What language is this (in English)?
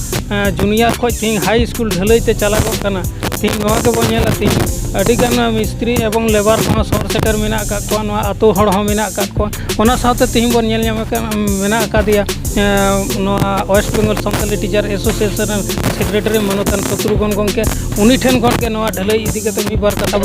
Santali